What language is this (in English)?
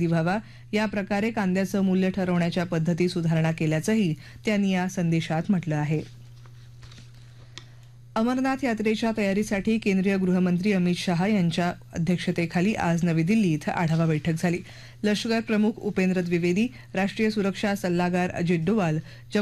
Marathi